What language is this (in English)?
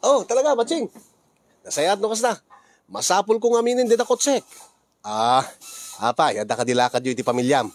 Iloko